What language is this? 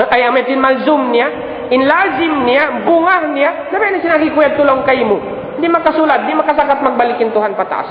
Tausug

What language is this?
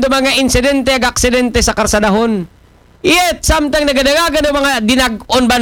Aklanon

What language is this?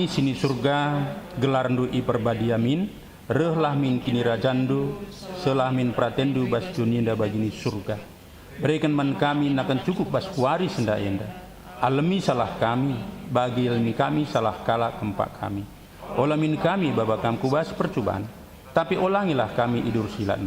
Batak Karo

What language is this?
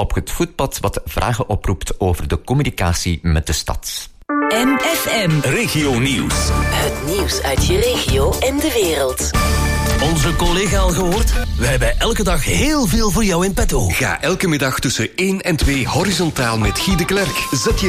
Dutch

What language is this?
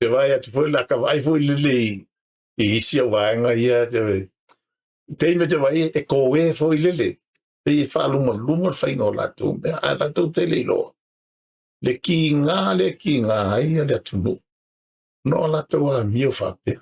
Samoan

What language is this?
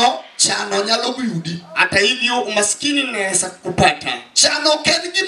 Luo (Kenya and Tanzania)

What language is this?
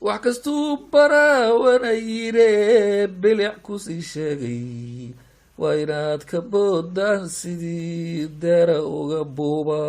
Somali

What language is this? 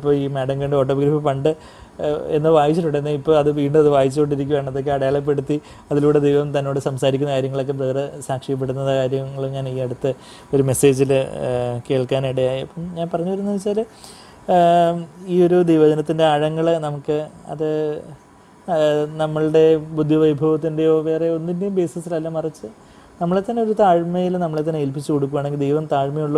Malayalam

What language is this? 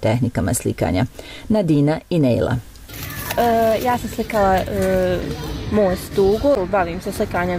Bosnian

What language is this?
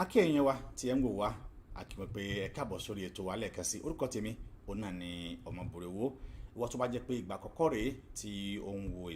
Yoruba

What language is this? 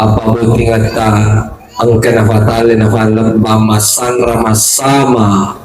Buginese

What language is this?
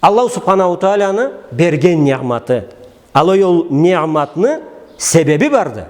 Karachay-Balkar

